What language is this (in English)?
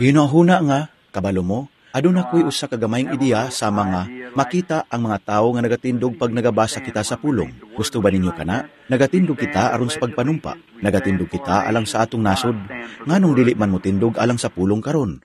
Cebuano